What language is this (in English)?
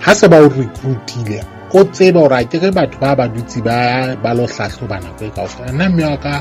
Southern Sotho